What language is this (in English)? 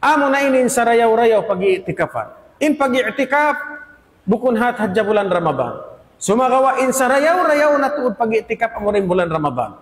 Tausug